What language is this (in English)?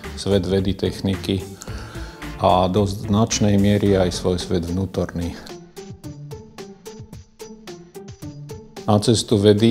Slovak